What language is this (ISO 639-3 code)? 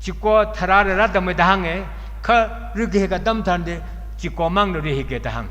nmf